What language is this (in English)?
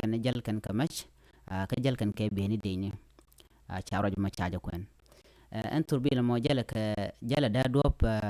Nuer